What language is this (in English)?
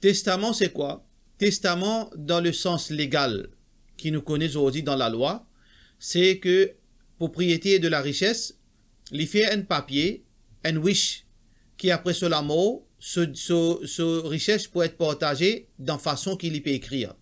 Morisyen